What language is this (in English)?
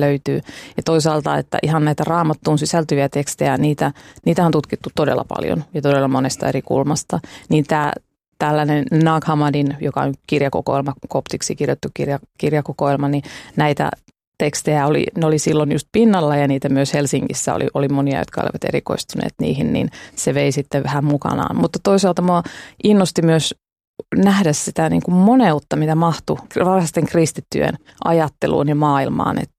Finnish